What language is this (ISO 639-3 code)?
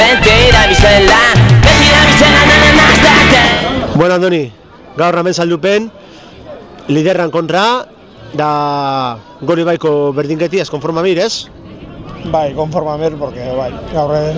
eus